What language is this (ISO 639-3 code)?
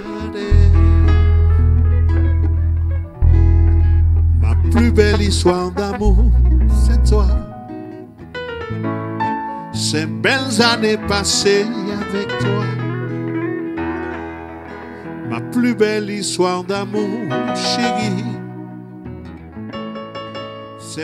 fra